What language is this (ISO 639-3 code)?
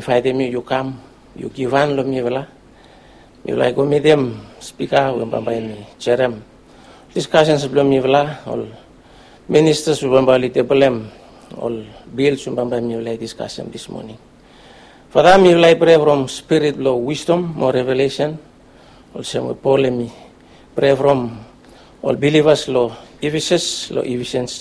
bis